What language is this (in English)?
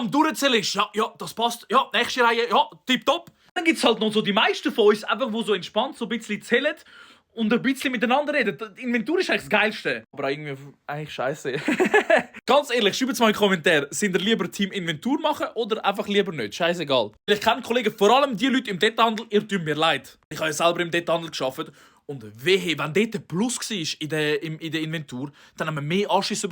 Swiss German